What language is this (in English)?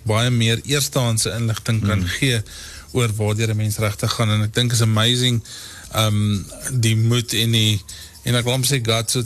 Afrikaans